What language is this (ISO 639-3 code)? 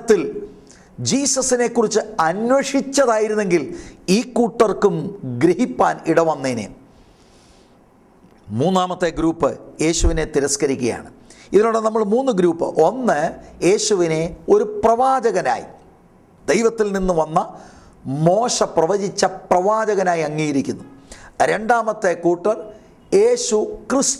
mal